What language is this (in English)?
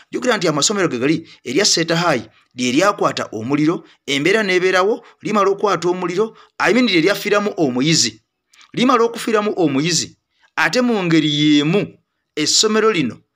Ganda